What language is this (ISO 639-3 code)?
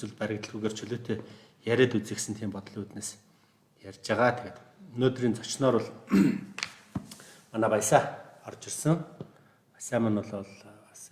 mon